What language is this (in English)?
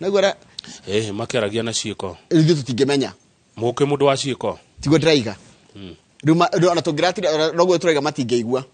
Kikuyu